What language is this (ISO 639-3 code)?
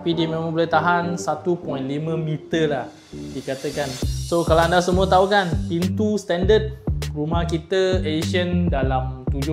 msa